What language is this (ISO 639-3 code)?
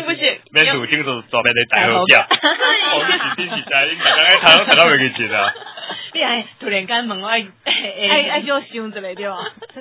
nan